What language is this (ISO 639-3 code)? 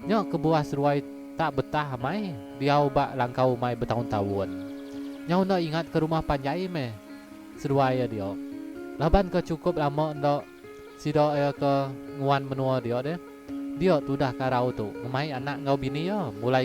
iba